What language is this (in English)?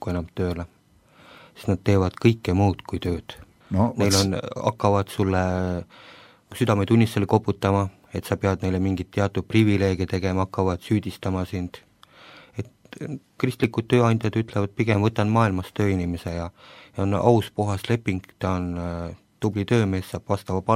Estonian